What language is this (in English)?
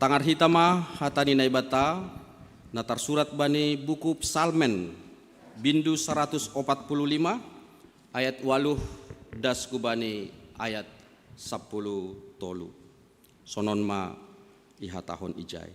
Batak Simalungun